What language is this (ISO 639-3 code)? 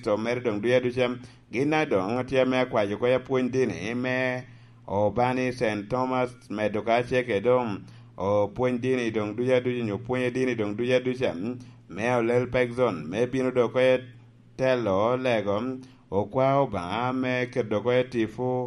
laj